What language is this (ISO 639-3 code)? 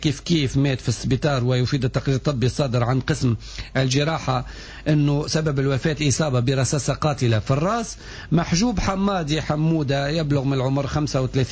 aeb